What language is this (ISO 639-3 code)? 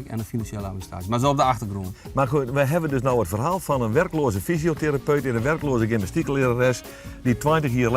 fry